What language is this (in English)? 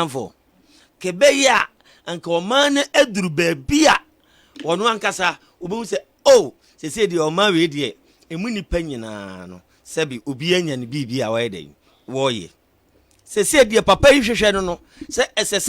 Akan